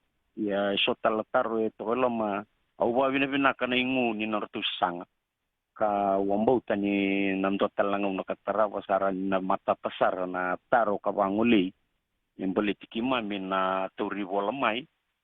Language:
Fijian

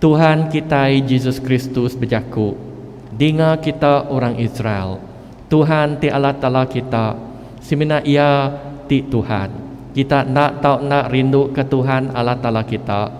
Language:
Iban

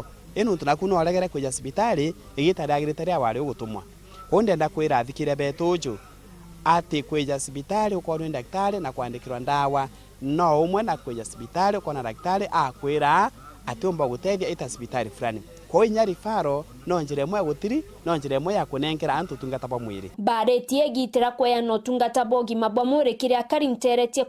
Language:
Meru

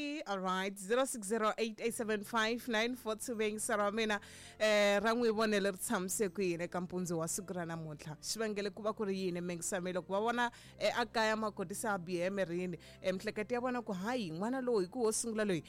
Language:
Tsonga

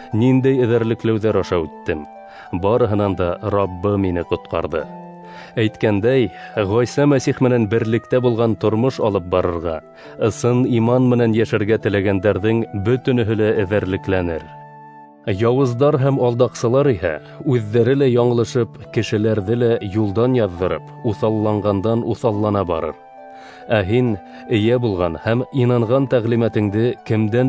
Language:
Bashkir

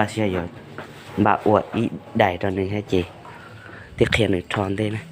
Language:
Hmong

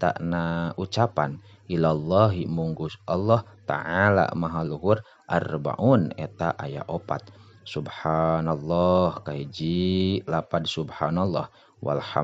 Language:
Sundanese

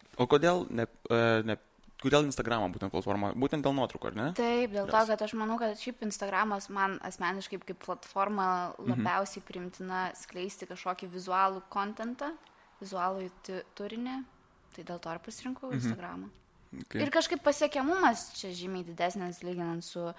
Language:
Lithuanian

